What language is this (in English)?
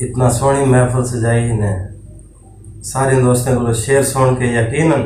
Saraiki